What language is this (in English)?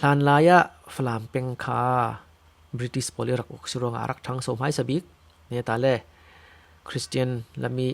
Falam Chin